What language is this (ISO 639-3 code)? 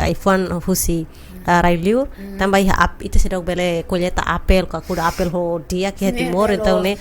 tet